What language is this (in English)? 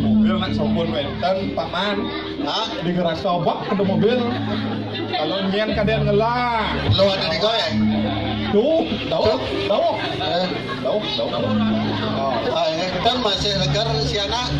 Balinese